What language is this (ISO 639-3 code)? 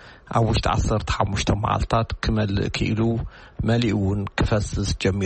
tir